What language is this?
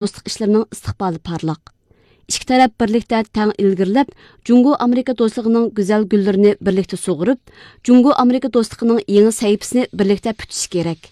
Uyghur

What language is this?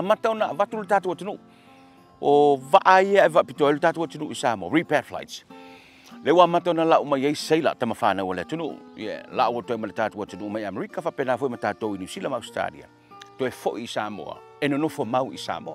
Samoan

